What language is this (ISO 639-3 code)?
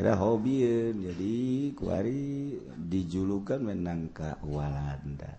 sun